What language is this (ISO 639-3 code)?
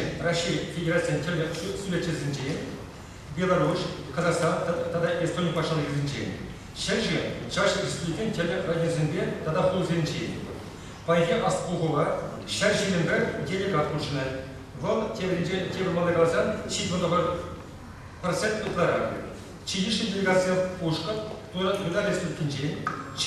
chv